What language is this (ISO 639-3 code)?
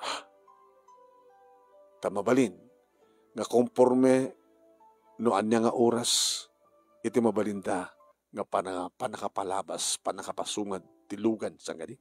ilo